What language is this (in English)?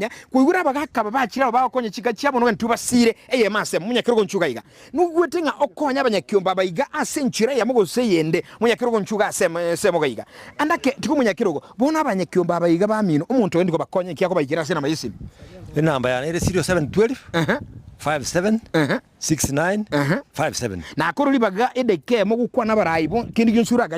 Gusii